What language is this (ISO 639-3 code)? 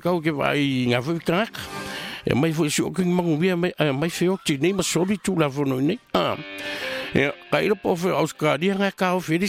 smo